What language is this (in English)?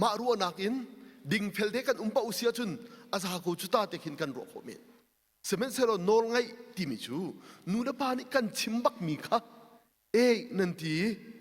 Hakha Chin